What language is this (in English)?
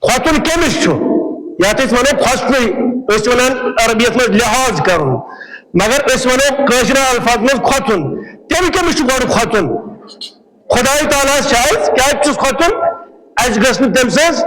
Kashmiri